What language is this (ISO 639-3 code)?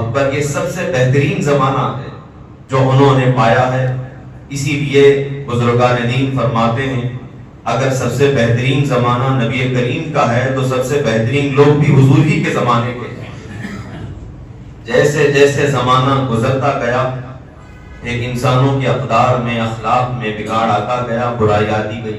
urd